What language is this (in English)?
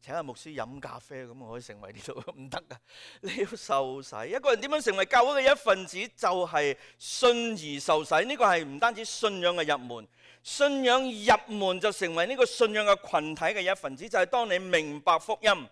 Cantonese